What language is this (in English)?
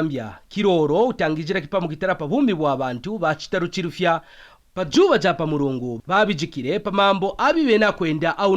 Kaonde